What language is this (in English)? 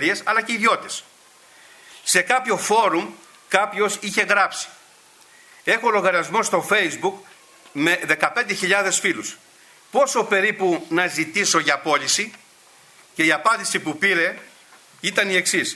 Greek